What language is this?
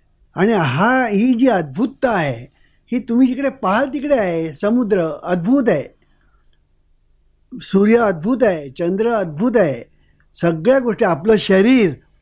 Marathi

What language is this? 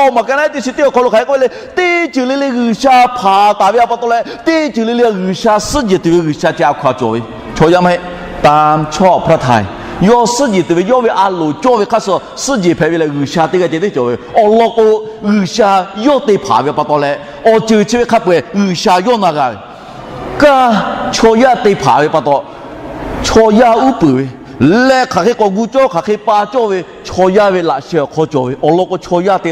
Lahu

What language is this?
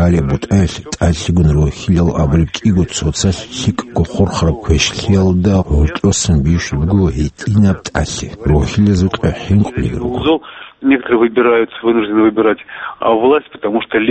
Avaric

